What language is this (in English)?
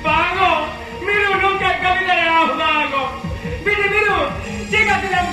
Santali